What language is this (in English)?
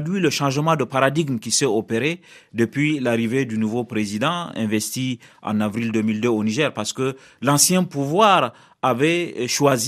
French